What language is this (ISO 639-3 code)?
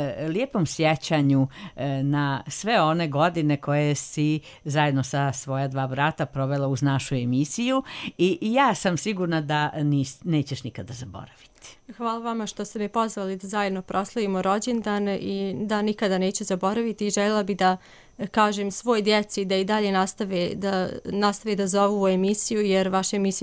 srp